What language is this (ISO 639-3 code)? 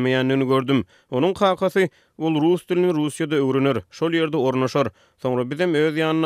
tuk